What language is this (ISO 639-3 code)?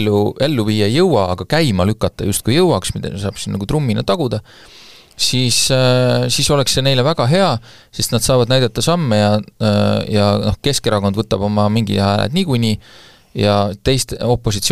est